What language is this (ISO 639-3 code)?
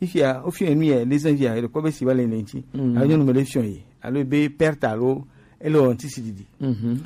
gej